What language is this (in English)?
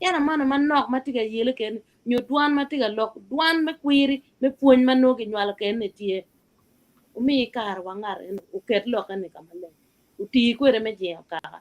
Acoli